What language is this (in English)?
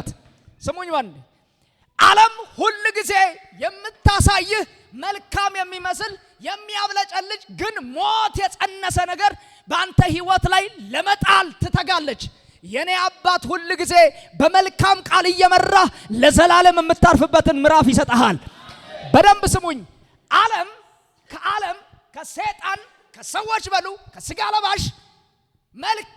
Amharic